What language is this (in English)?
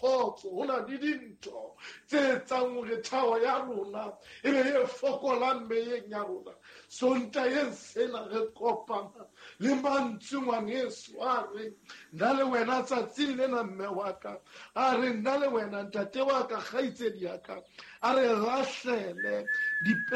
Southern Sotho